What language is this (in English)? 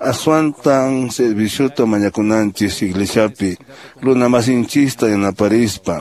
Quechua